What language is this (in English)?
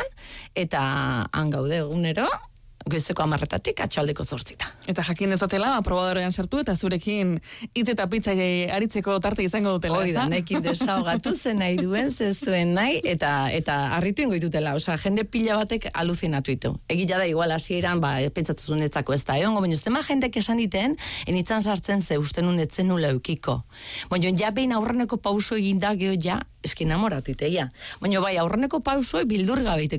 Basque